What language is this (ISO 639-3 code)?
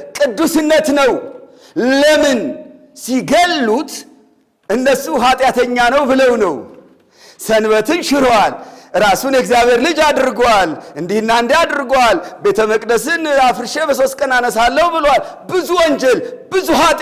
amh